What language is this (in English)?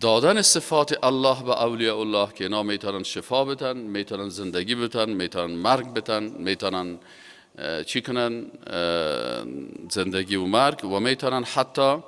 Persian